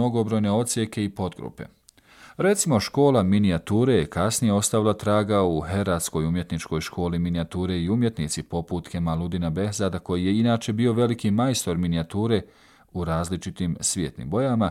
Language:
Bosnian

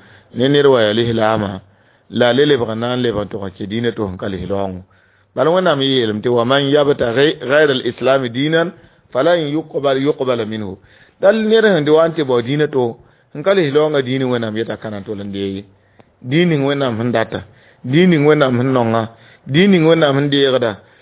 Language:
Mossi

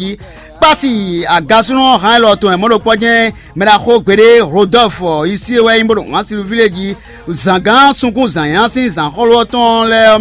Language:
Fon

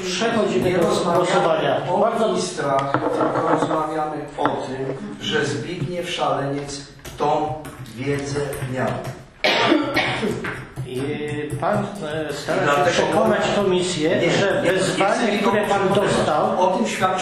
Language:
Polish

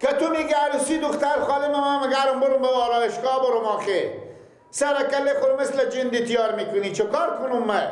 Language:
Persian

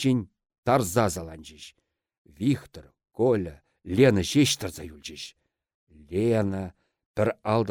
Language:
Chuvash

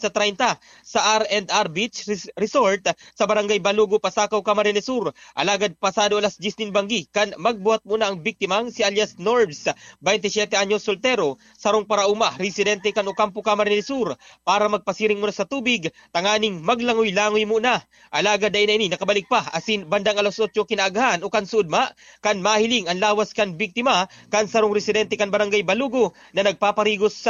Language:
Bikol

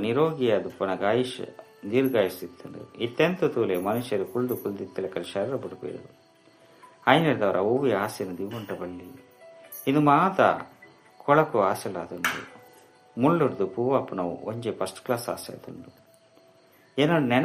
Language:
Tulu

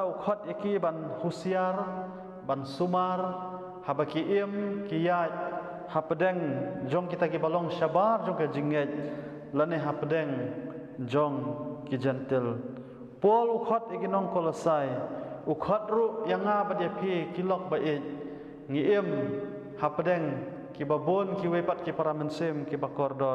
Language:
Khasi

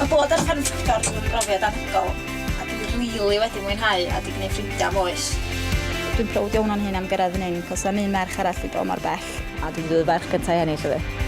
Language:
Welsh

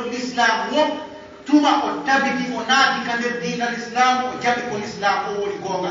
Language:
Pular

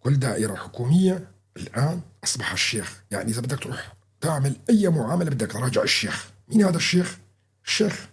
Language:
North Levantine Arabic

